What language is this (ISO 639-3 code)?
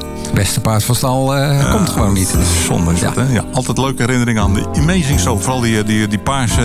nld